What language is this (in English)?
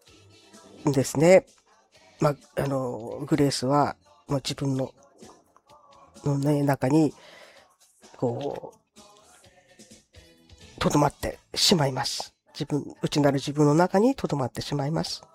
Japanese